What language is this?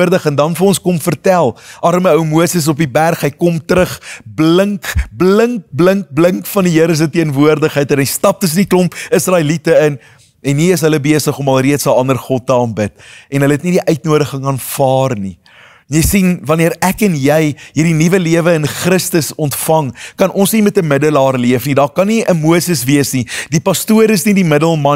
Afrikaans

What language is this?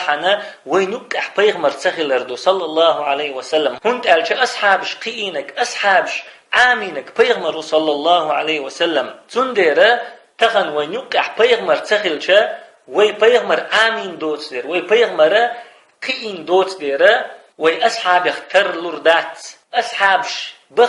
Chechen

